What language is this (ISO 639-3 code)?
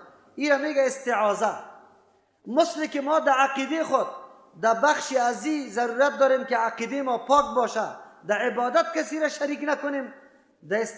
fas